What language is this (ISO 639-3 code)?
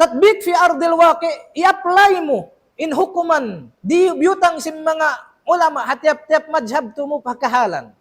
tsg